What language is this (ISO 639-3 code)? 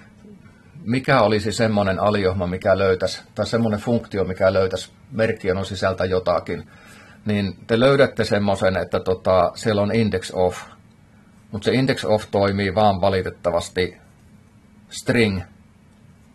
fin